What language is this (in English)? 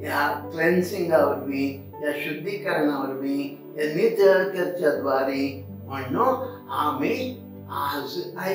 Konkani